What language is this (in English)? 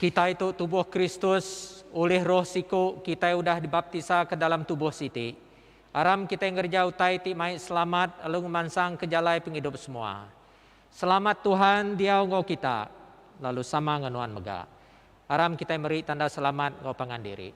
Iban